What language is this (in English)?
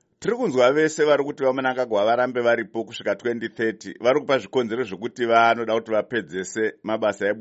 Shona